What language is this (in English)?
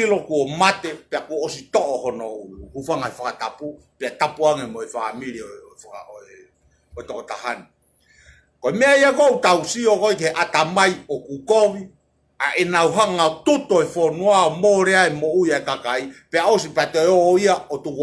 Tongan